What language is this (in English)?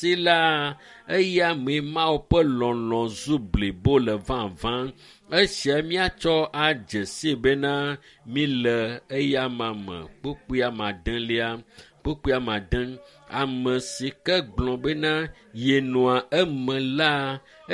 Ewe